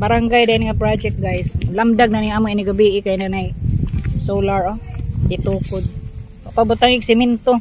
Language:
Cebuano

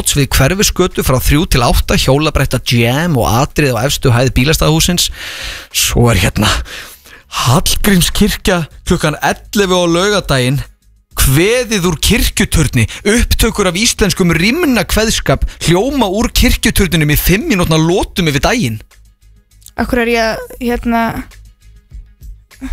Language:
Icelandic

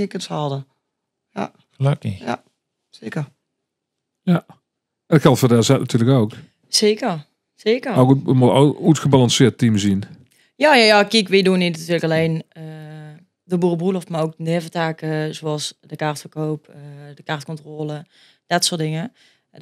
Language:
Limburgish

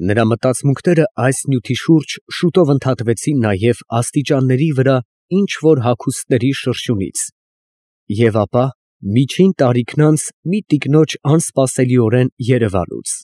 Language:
Armenian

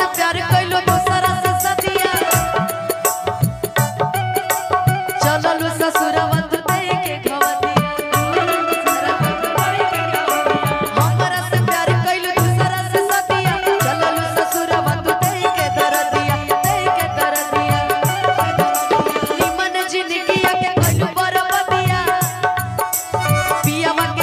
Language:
Bhojpuri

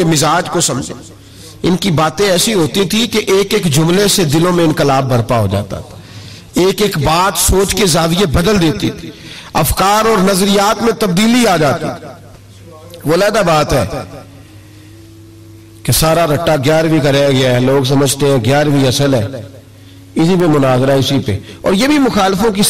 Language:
Urdu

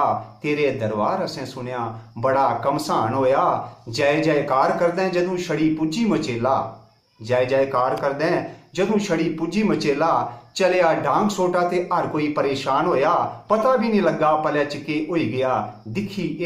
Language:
Dogri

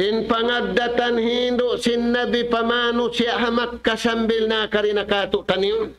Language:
Tausug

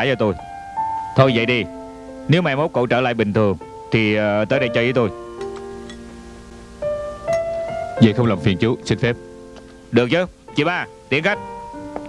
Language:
Vietnamese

